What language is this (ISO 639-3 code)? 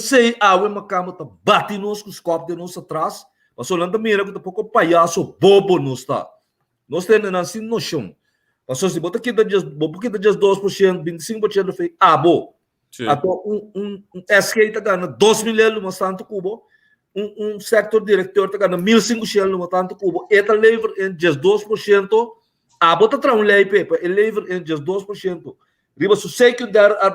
pap